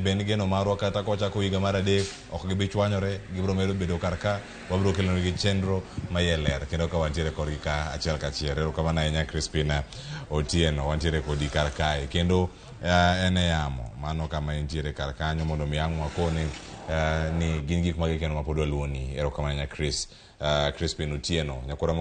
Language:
Luo (Kenya and Tanzania)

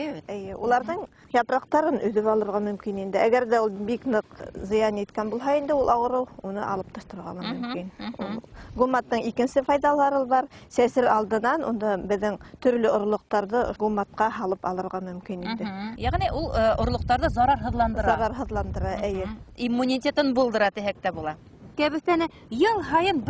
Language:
Bashkir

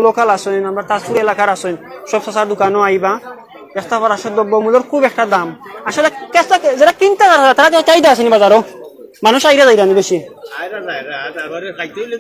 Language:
Sylheti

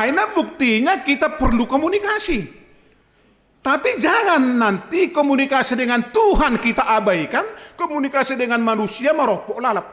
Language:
Batak Simalungun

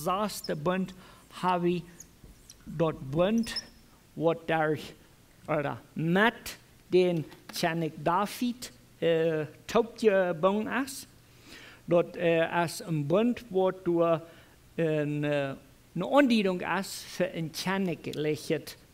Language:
Plautdietsch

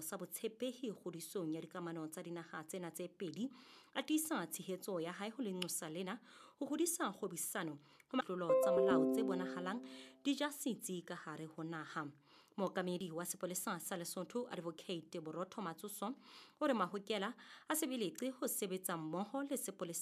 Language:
Southern Sotho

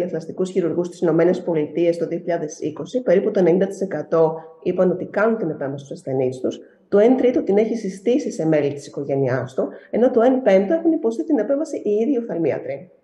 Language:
Greek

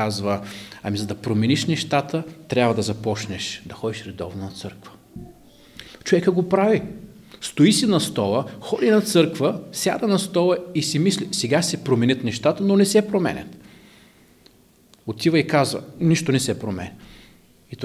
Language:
Bulgarian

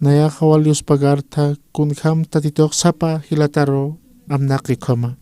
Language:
Aymara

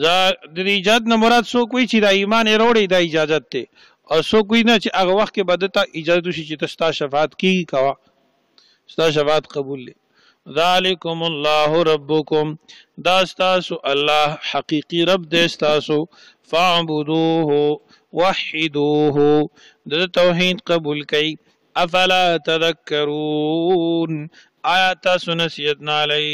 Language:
Pashto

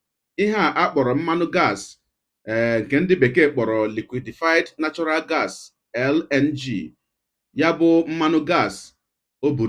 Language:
Igbo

